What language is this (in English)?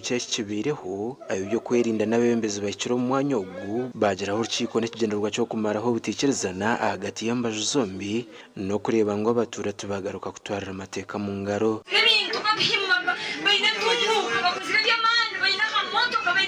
Nyankole